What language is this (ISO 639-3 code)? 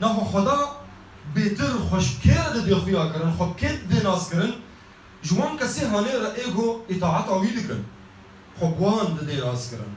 kur